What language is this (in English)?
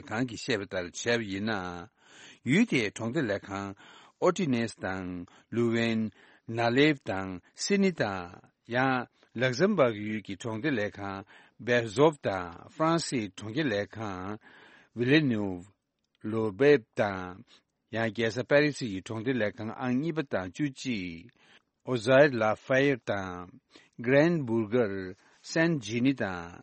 Tibetan